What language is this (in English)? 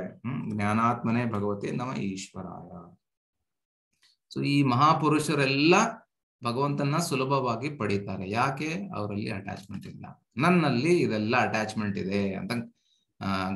Kannada